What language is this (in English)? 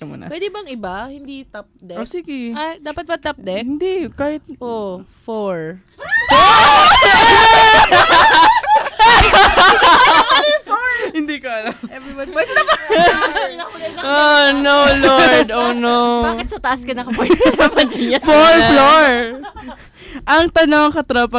Filipino